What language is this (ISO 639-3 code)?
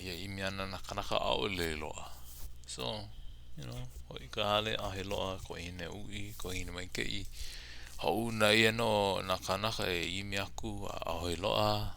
haw